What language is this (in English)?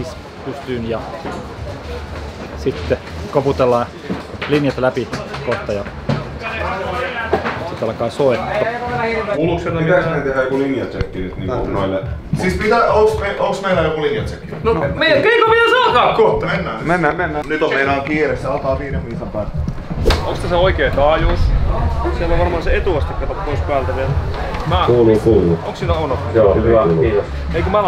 Finnish